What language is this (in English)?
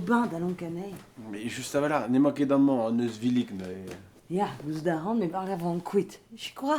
Breton